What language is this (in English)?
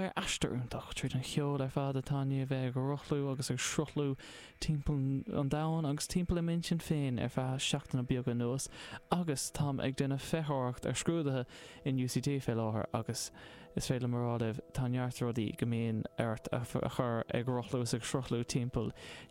Irish